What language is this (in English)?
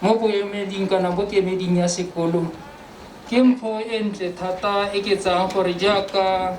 Tswana